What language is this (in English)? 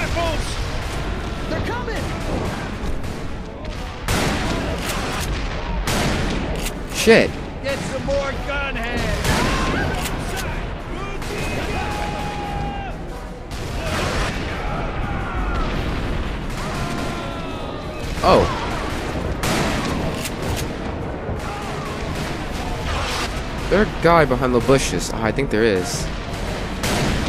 English